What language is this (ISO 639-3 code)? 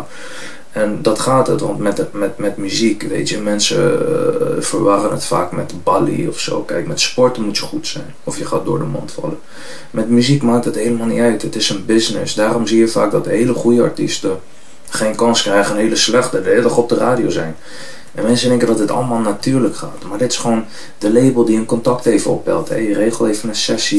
nld